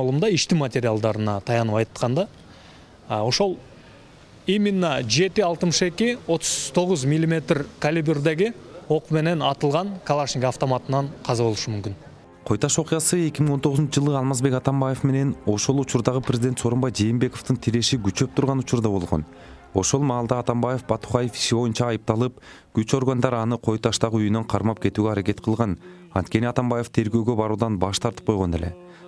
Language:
Kyrgyz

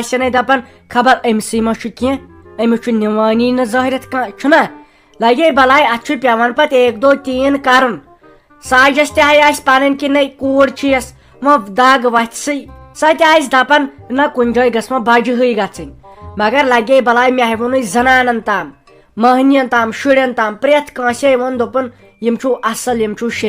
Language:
Kashmiri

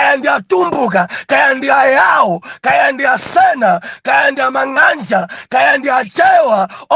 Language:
Nyanja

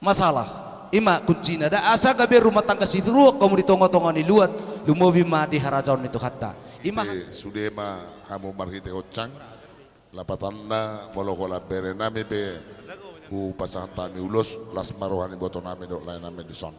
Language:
Batak Toba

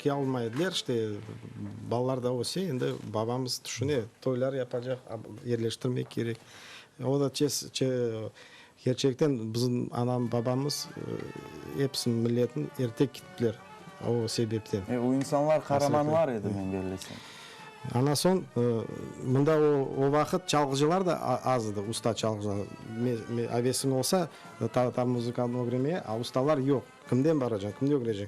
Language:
Crimean Tatar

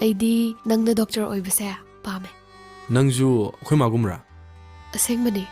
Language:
Manipuri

